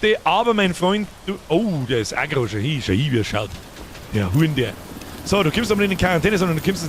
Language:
Bavarian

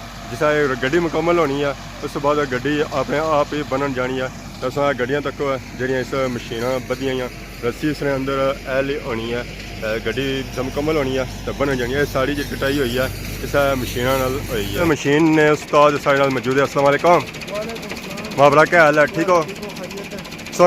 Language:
Pahari-Potwari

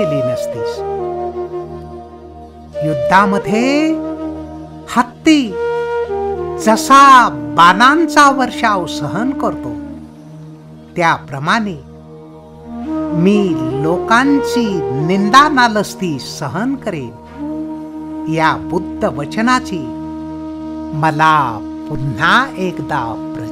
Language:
Marathi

